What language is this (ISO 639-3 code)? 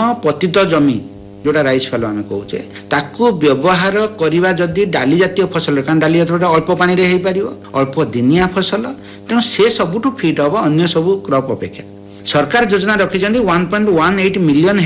ori